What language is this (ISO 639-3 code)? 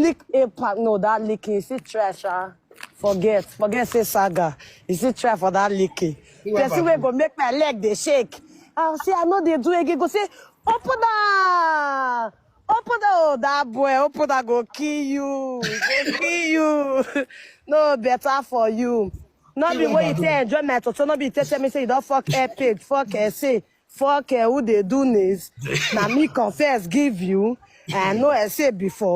pcm